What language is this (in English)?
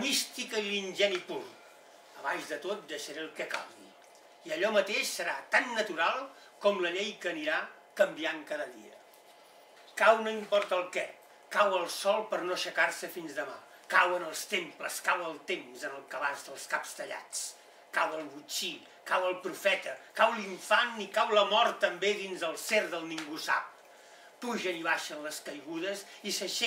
Catalan